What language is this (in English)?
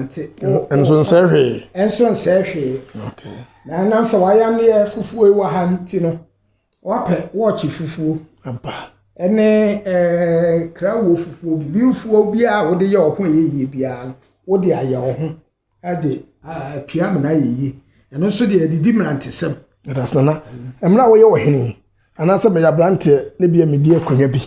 Akan